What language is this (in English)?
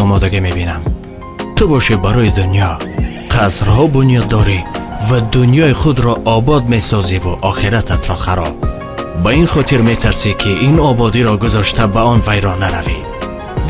Tajik